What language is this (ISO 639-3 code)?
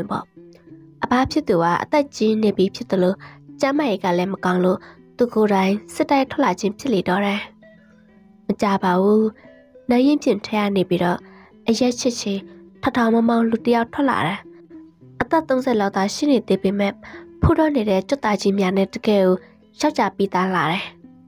mya